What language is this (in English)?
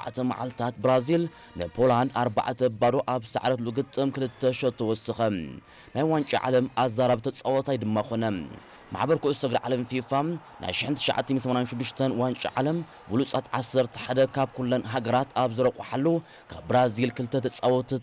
Tigrinya